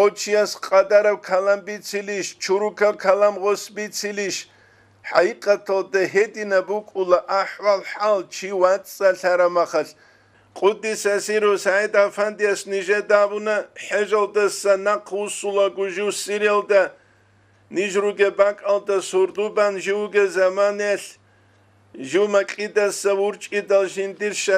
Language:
Avaric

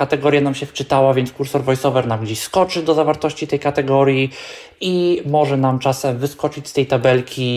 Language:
Polish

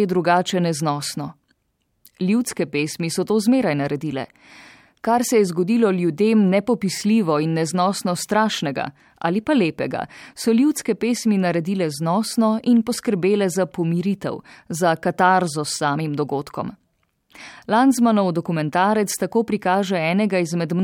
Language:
Slovenian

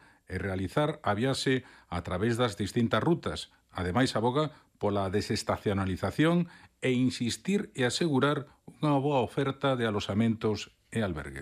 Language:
Galician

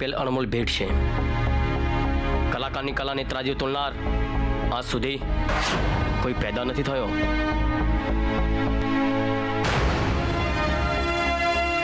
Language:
Gujarati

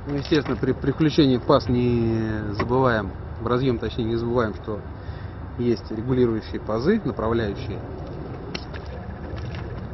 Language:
Russian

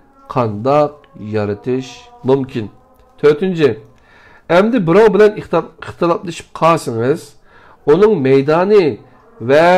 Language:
Uyghur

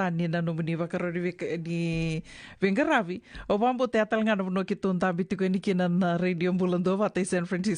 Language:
Fijian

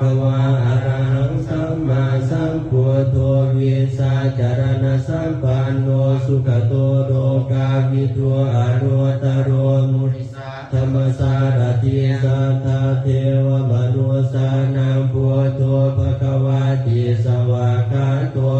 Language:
Pali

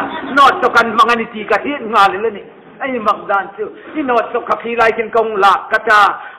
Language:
Hmar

